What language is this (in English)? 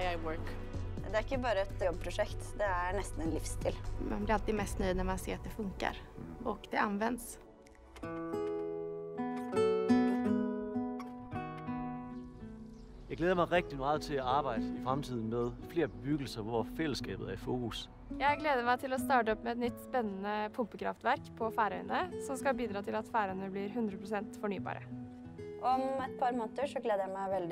Norwegian